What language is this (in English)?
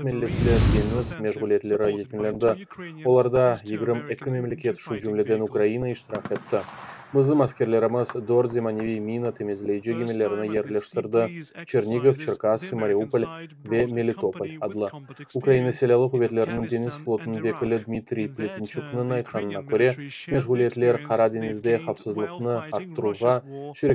Crimean Tatar